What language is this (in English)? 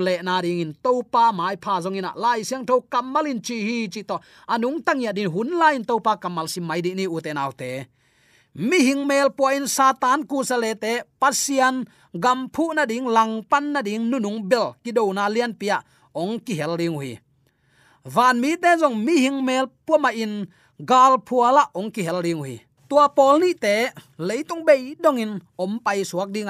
Tedim Chin